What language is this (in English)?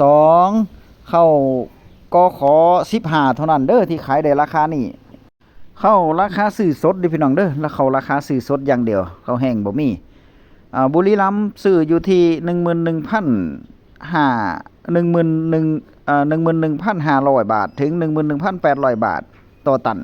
Northeastern Thai